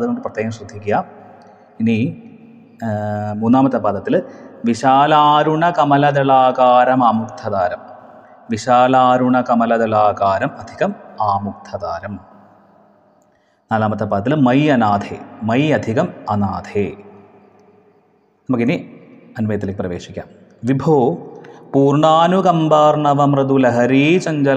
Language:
Malayalam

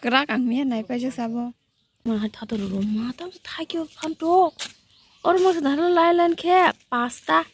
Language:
Kok Borok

